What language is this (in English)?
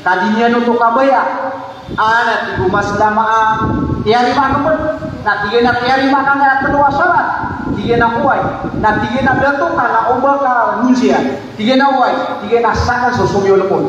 Maranao